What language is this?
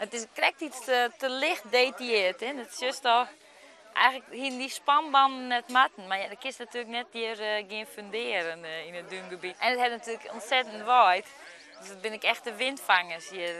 Western Frisian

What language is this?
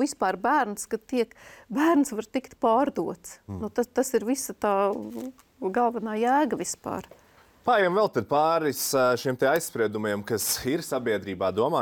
Latvian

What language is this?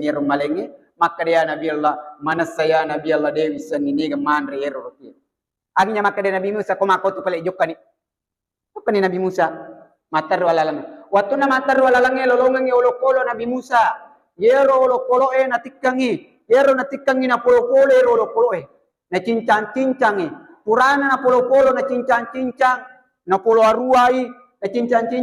Buginese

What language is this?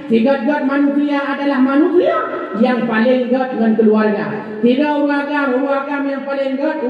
Achinese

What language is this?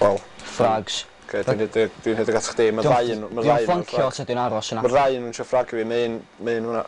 Welsh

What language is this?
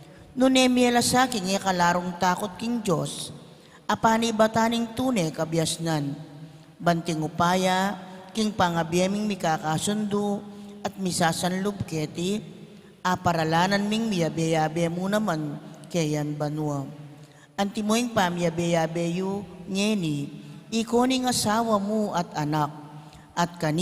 Pampanga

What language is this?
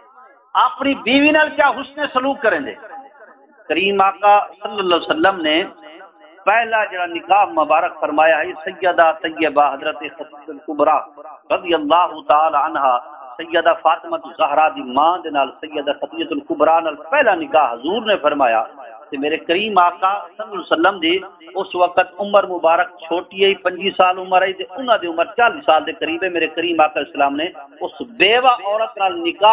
Saraiki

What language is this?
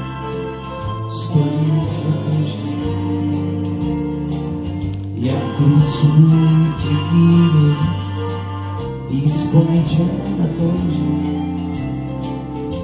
Czech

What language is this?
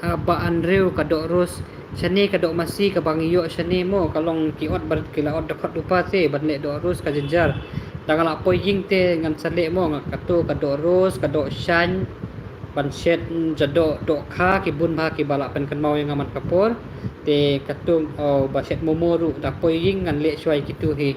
Khasi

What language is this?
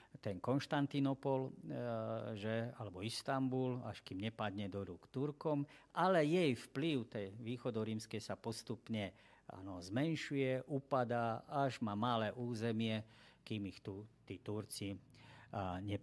Slovak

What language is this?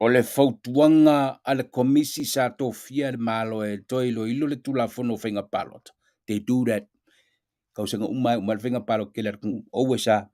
Samoan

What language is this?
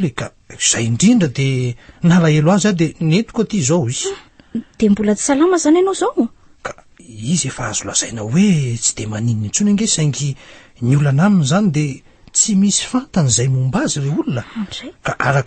Malagasy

